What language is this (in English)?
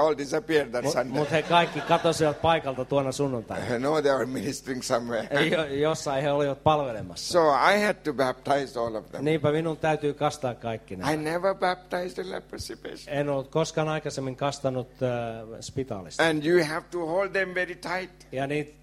Finnish